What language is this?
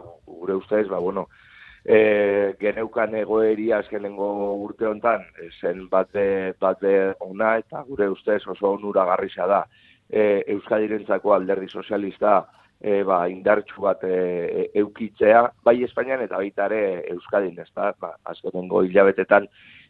Basque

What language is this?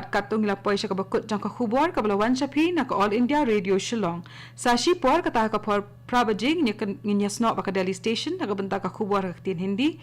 Khasi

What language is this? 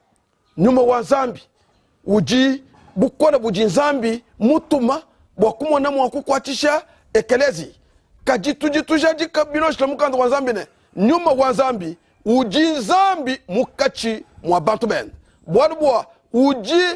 Luba-Lulua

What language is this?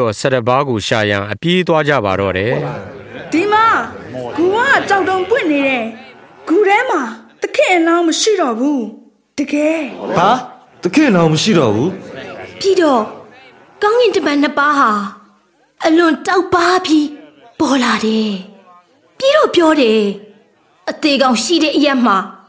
Burmese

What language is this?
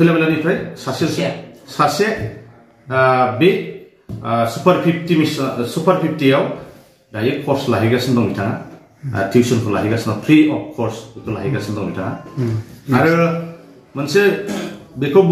Bodo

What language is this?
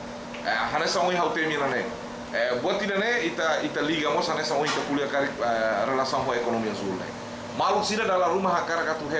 Tetum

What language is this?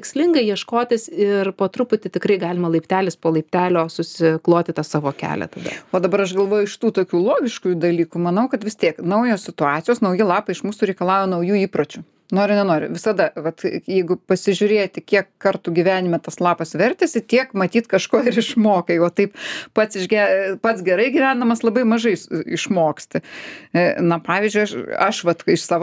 Lithuanian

